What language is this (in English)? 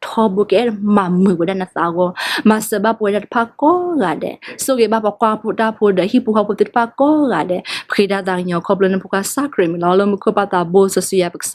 S'gaw Karen